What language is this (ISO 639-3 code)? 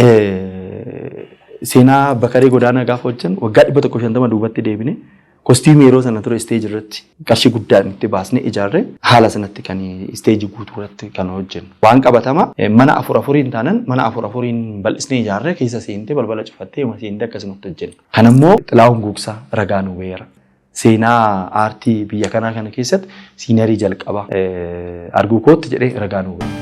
orm